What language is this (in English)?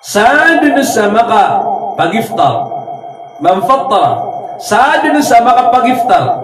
Maranao